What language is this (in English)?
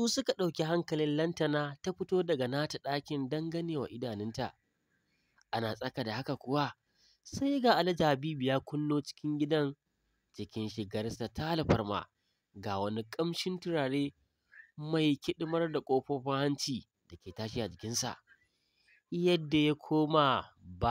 Hausa